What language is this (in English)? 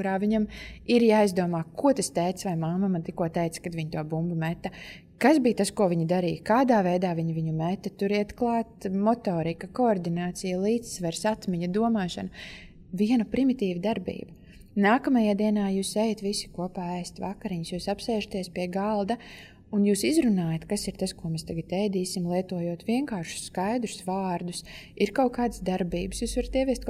Latvian